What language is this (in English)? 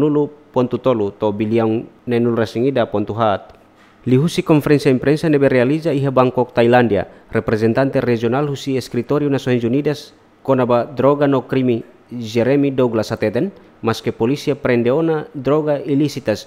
Tetum